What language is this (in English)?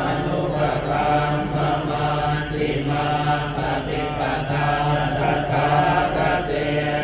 Pali